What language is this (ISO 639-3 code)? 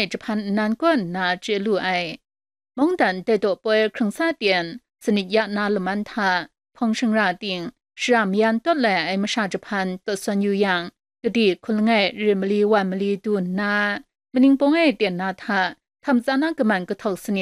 kac